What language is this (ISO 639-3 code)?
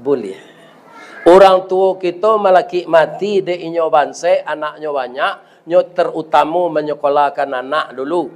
min